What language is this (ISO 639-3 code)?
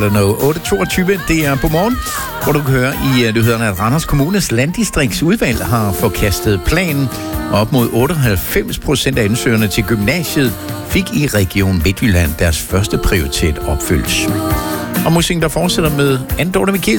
dan